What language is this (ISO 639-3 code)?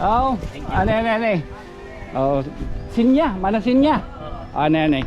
war